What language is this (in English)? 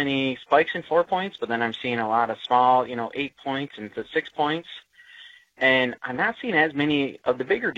English